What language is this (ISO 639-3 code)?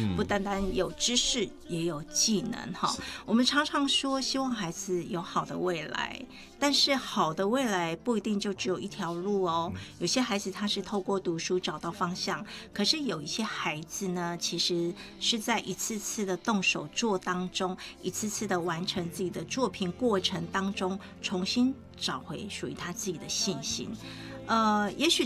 zho